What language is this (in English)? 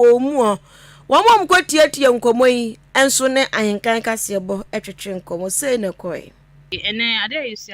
Akan